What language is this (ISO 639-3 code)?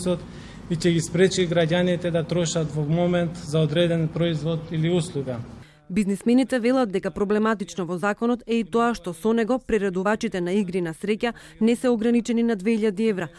mkd